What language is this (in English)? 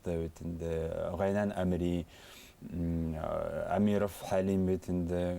Bashkir